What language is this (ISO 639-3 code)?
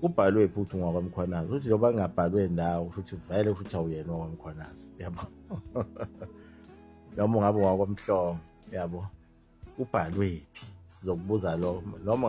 zul